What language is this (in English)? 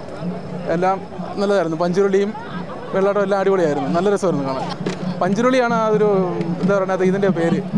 Malayalam